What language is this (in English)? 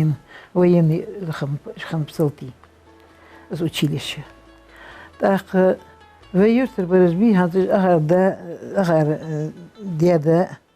Ingush